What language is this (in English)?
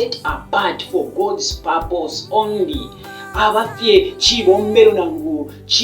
Bemba